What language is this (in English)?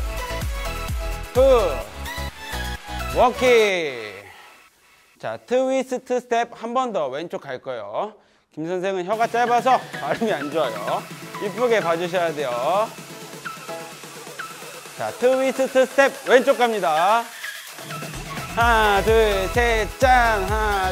Korean